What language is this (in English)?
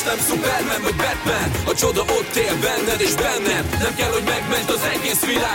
Hungarian